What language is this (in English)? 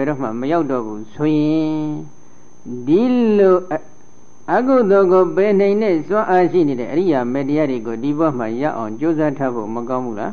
Burmese